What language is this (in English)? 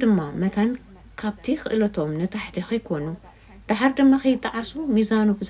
Tigrinya